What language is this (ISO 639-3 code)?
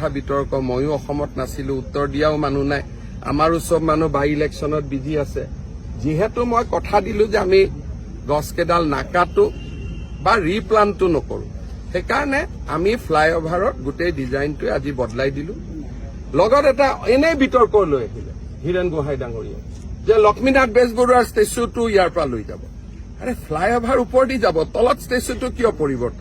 asm